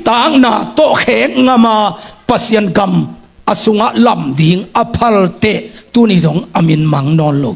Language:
Tedim Chin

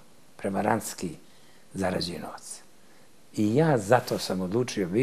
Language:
Serbian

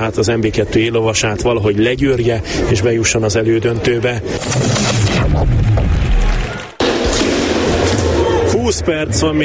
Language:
Hungarian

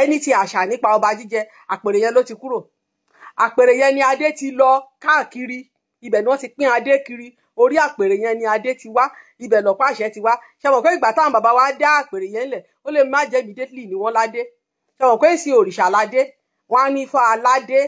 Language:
Yoruba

